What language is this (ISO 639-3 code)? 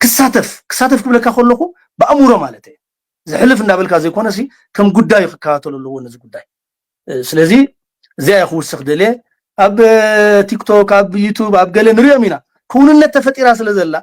tir